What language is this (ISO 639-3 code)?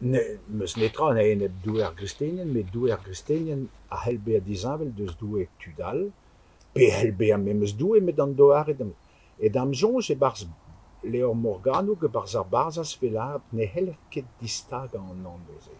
bre